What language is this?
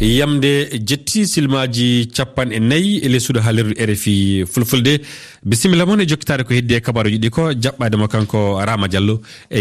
Fula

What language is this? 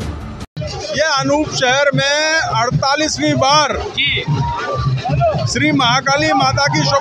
Hindi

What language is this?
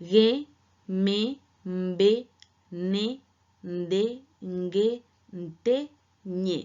Guarani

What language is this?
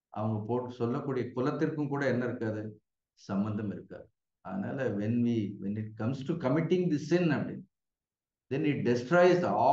Tamil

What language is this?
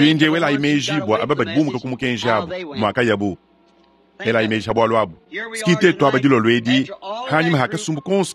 Luba-Lulua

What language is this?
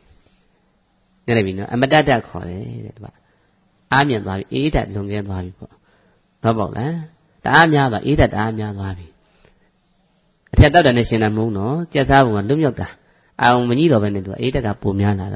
Burmese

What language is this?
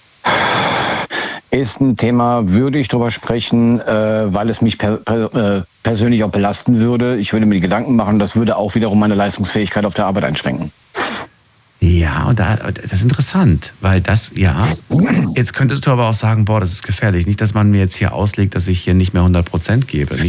German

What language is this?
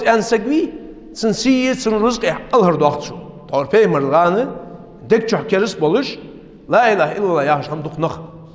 Ingush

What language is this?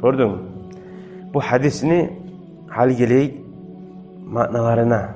Kumyk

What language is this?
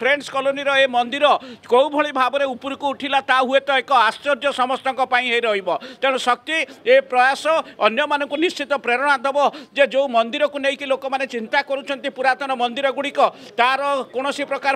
Odia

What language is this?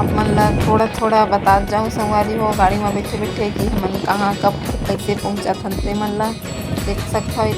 Chhattisgarhi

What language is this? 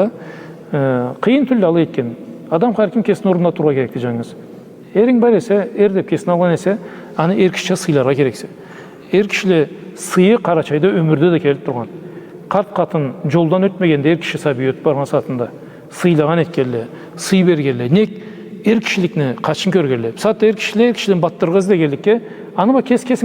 Karachay-Balkar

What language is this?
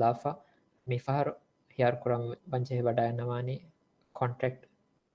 Divehi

